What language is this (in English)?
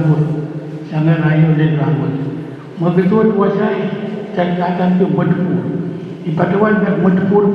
Pohnpeian